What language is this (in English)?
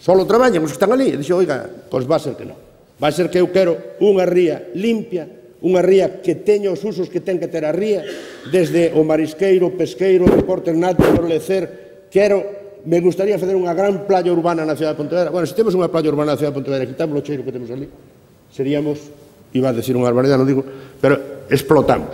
Galician